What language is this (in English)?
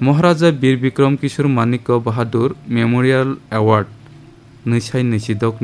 Kok Borok